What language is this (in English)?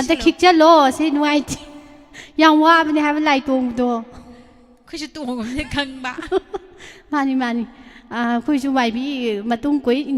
Manipuri